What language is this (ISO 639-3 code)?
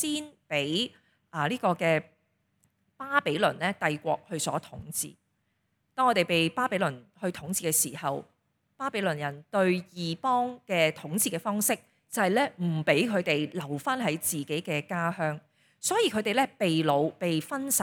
yue